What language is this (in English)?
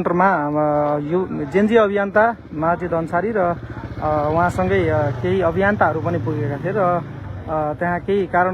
Nepali